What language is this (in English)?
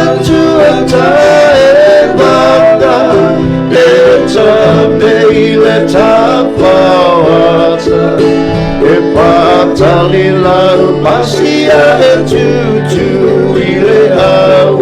Samoan